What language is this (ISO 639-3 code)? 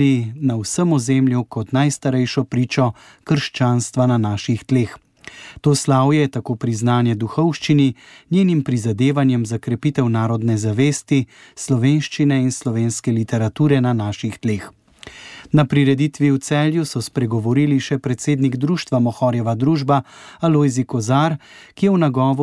slv